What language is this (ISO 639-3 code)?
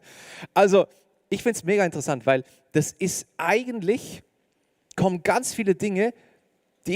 gsw